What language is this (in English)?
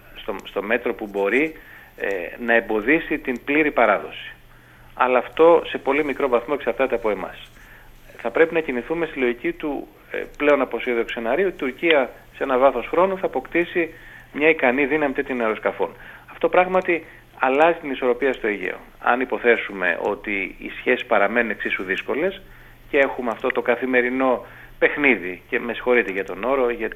Greek